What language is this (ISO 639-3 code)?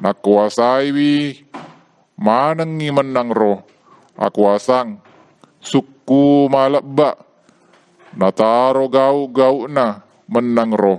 bug